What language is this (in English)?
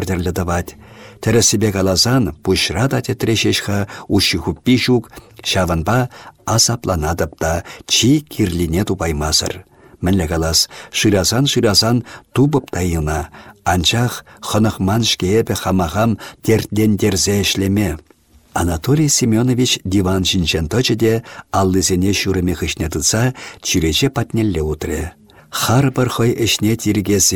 Chuvash